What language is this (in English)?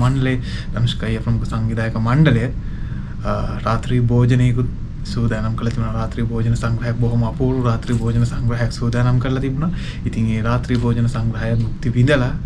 Sinhala